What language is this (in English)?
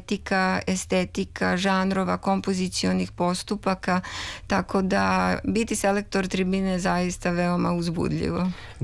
Serbian